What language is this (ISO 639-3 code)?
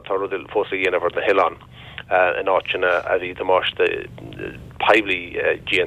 gle